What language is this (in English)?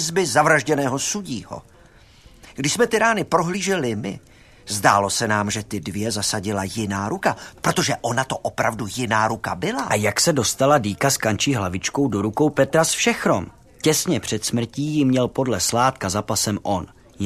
Czech